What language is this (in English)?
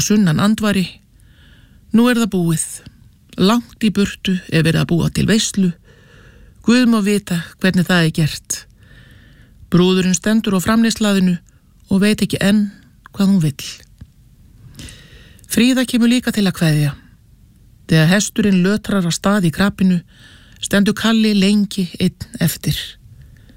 Icelandic